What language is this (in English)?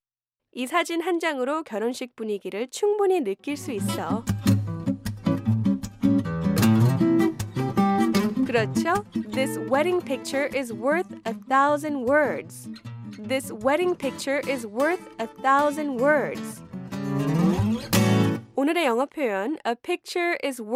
Korean